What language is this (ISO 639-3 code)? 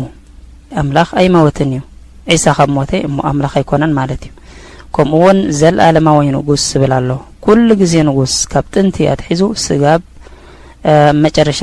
tir